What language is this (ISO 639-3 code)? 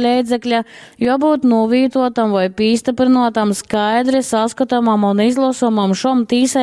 ltg